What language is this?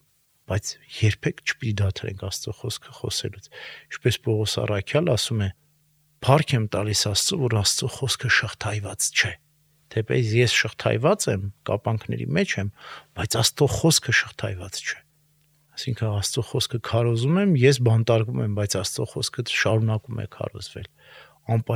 Armenian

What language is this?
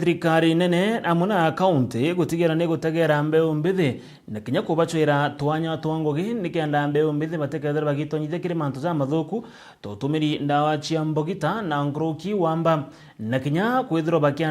Meru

